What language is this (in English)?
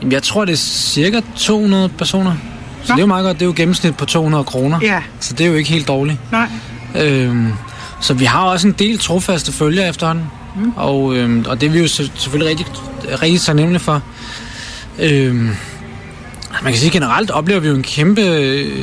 Danish